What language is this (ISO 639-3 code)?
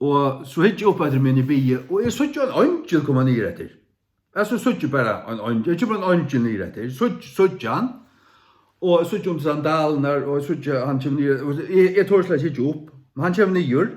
fao